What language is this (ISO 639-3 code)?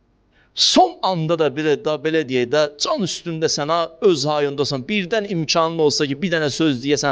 aze